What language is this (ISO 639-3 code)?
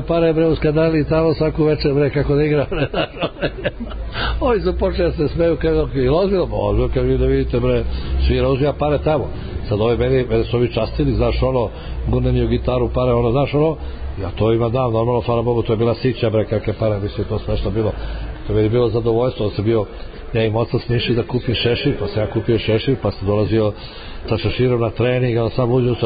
srp